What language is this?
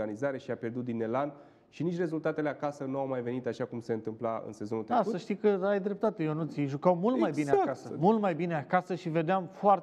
Romanian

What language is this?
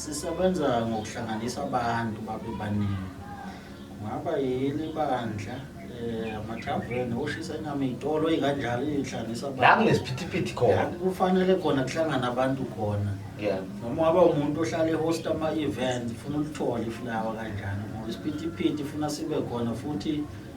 Zulu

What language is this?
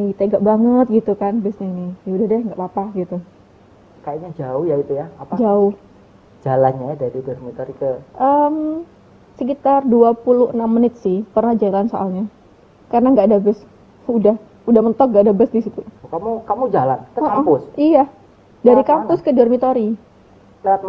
Indonesian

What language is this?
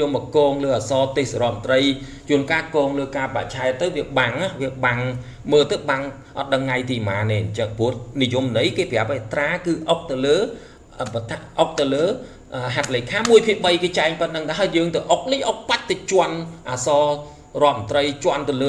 Khmer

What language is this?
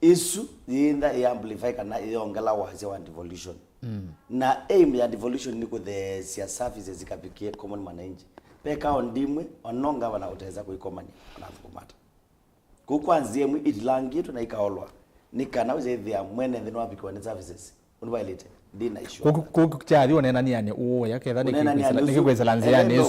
Kamba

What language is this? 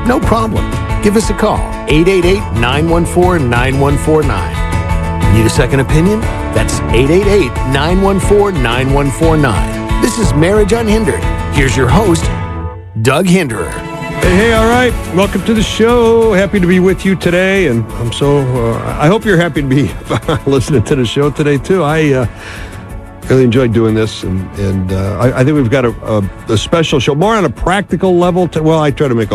English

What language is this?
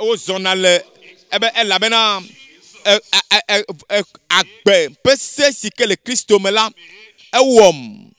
Ewe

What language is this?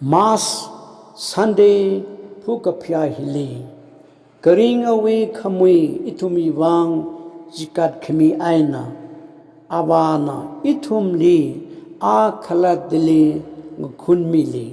Tangkhul Naga (India)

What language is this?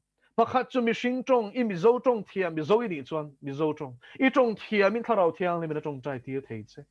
Mizo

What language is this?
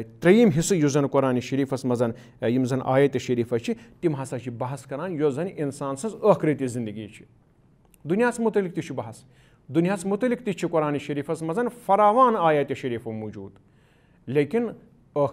Kashmiri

